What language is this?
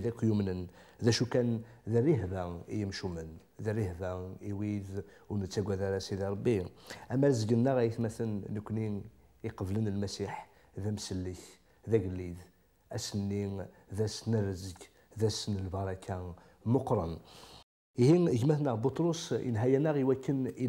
Kabyle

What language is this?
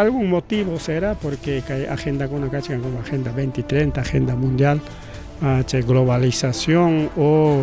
Ayacucho Quechua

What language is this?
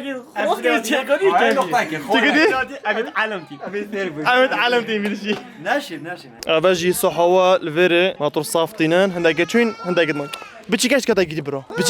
Kurdish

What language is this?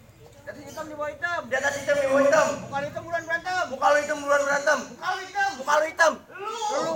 Betawi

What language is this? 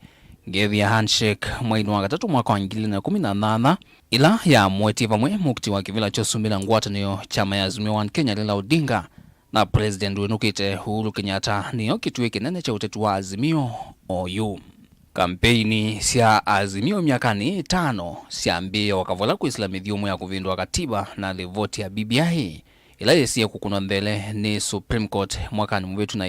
Kamba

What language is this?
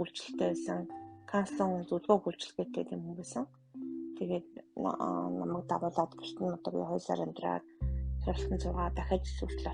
Mongolian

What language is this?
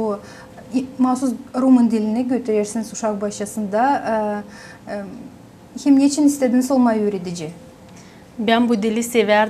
Gagauz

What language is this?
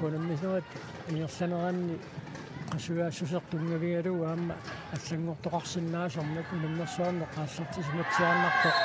Kalaallisut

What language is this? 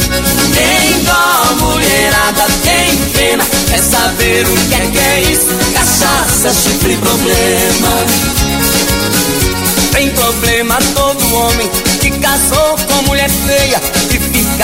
Portuguese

